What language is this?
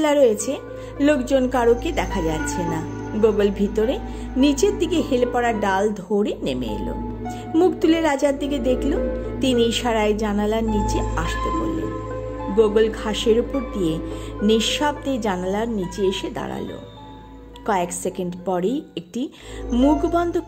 Bangla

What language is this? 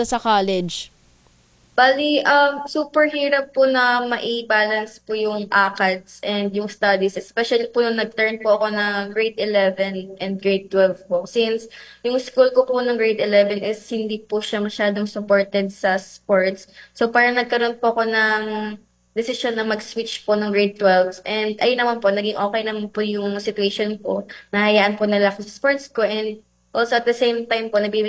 Filipino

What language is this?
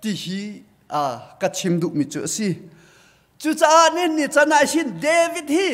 Hakha Chin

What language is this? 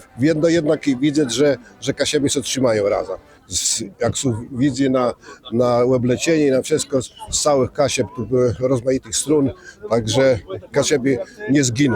Kashubian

